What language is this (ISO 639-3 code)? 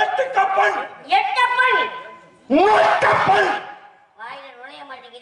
tam